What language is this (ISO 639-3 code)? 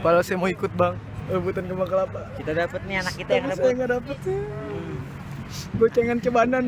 bew